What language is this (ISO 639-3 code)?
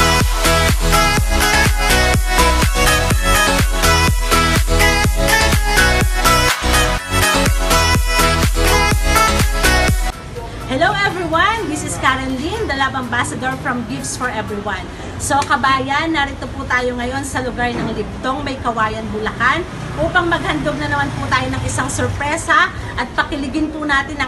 fil